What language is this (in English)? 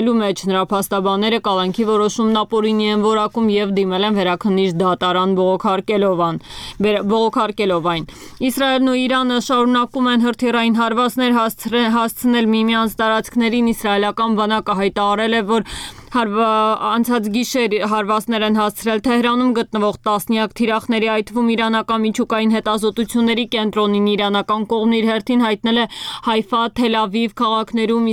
Armenian